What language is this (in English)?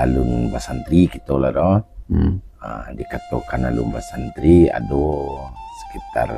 Minangkabau